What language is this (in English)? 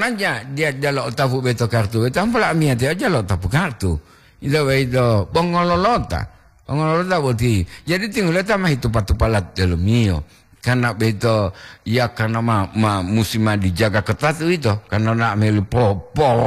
Gorontalo